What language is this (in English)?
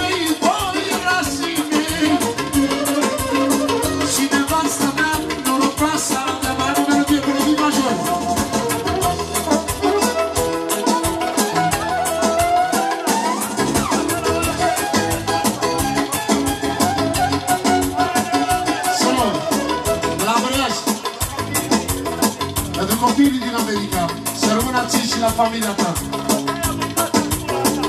Romanian